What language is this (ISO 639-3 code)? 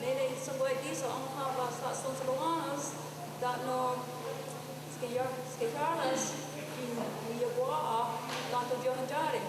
moh